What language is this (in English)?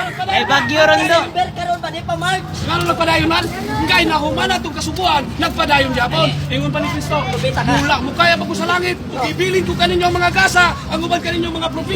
Cebuano